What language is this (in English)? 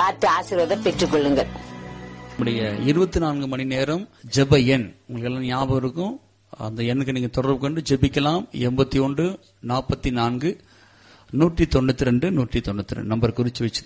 Tamil